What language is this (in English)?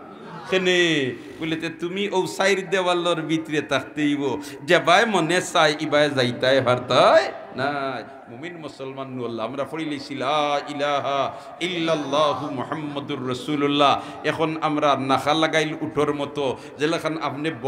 Sylheti